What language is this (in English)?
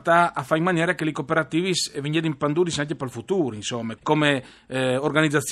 Friulian